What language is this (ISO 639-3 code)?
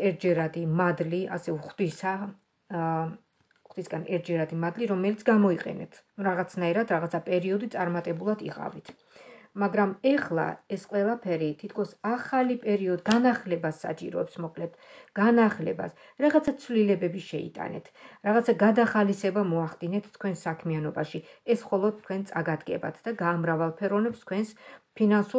kat